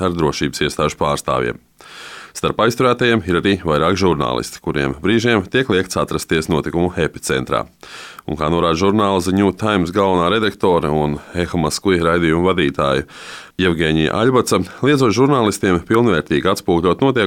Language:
Latvian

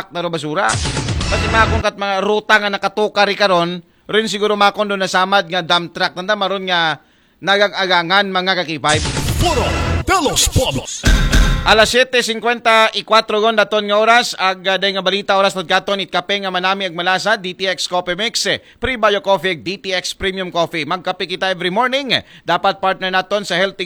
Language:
Aklanon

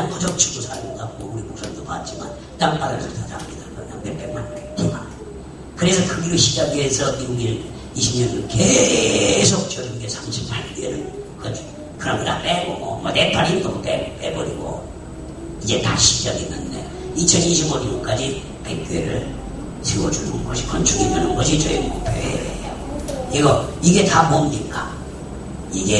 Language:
Korean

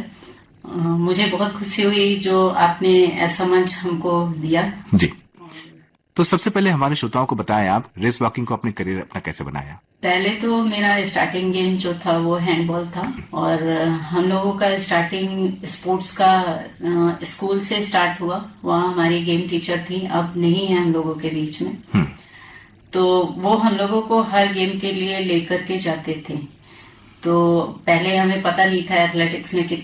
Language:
Hindi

